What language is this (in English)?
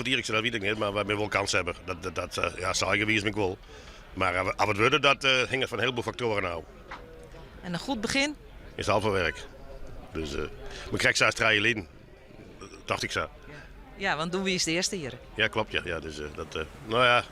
Western Frisian